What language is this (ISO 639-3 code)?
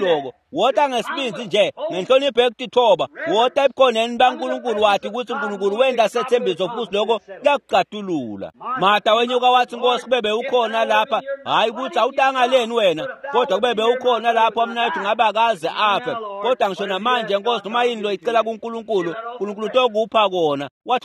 ssw